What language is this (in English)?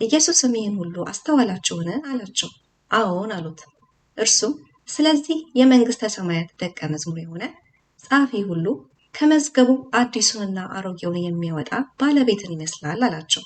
Amharic